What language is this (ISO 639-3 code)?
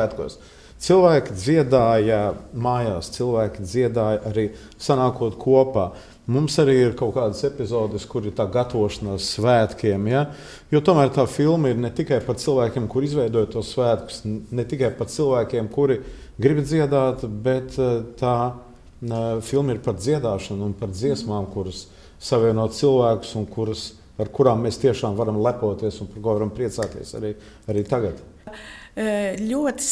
lav